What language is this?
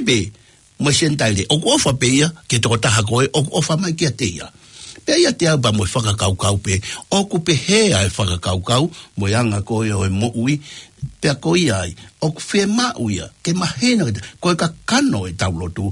Tongan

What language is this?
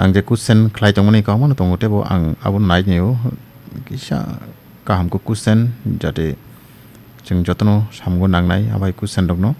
Kok Borok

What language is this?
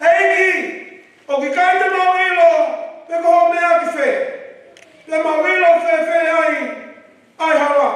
Tongan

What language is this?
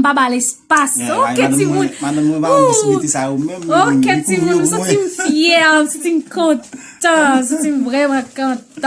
Haitian Creole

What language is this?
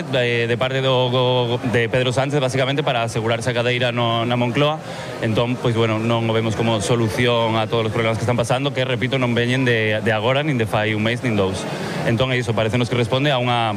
Galician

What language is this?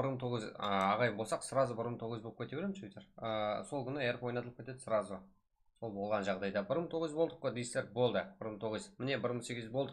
Kara-Kalpak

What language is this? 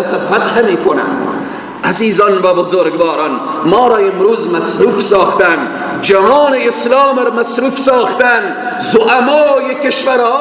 Persian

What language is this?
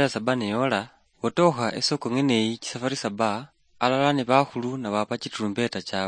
Luyia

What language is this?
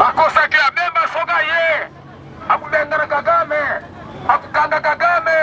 Lingala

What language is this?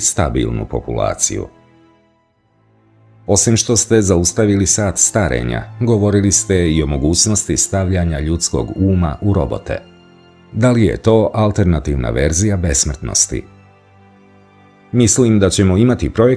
Serbian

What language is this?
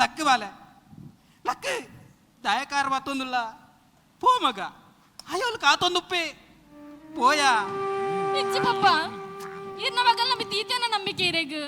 Tulu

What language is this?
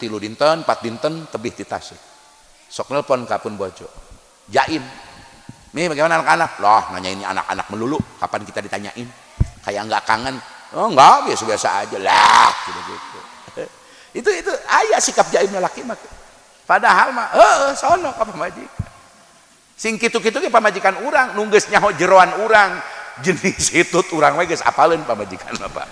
Sundanese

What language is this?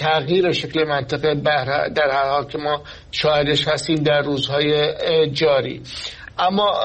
Persian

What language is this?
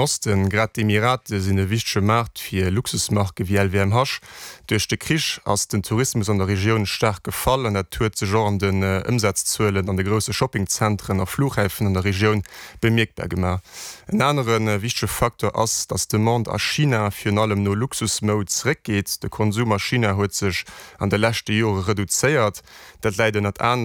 Luxembourgish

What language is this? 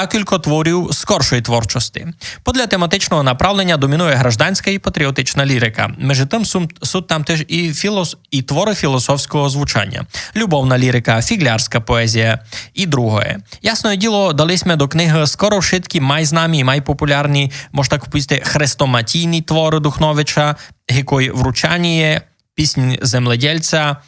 Rusyn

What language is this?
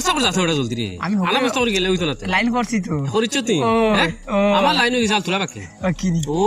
Sylheti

